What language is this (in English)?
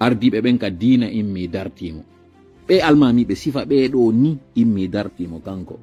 Fula